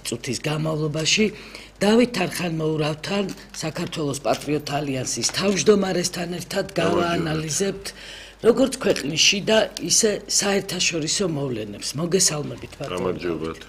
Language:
Georgian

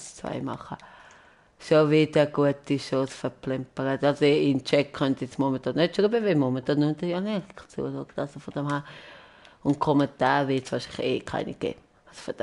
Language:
Swiss German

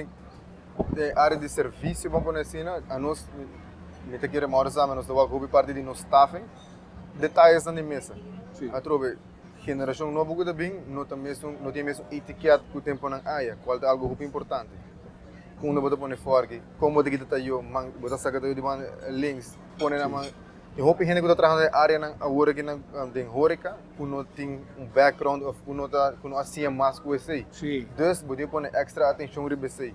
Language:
Papiamento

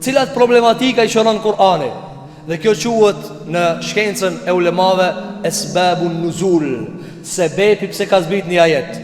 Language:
Albanian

